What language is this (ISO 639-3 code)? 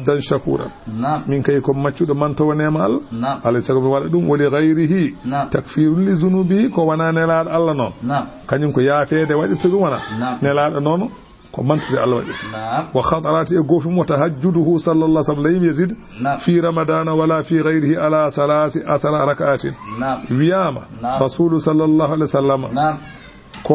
ful